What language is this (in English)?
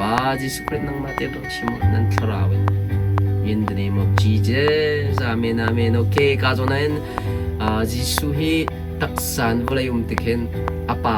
Hakha Chin